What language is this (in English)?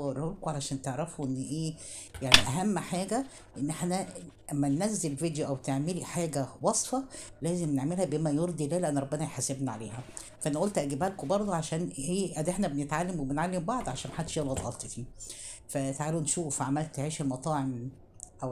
Egyptian Arabic